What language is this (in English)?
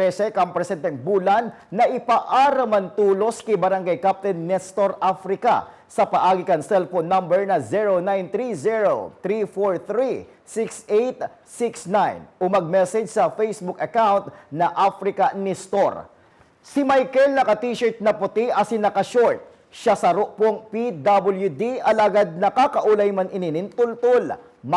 Bikol